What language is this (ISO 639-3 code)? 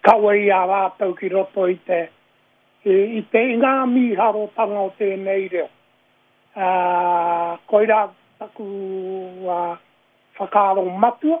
mri